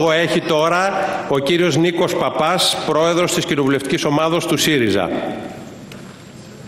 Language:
Greek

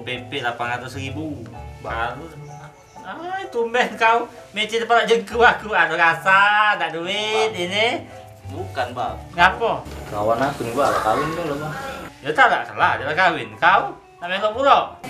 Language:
Musi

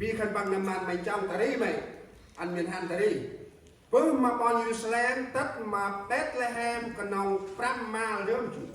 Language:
Central Mnong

